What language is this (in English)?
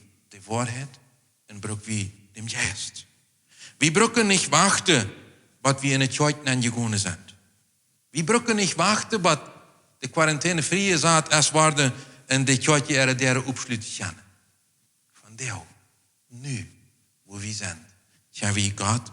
Plautdietsch